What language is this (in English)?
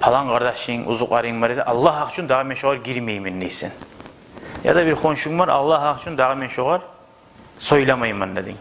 Kumyk